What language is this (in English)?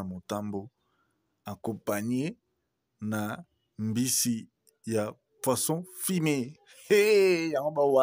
Lingala